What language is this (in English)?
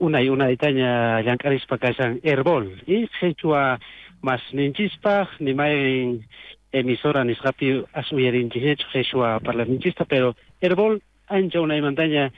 South Bolivian Quechua